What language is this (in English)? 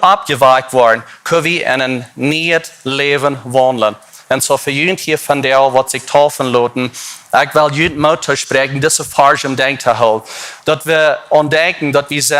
Plautdietsch